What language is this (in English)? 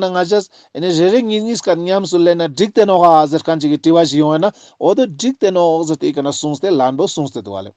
Ladakhi